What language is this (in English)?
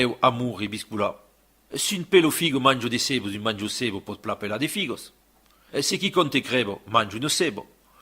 Occitan